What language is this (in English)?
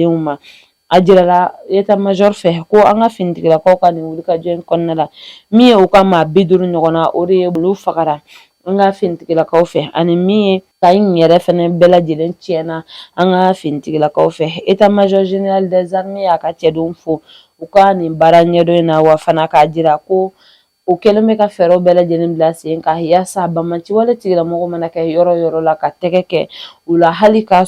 Bambara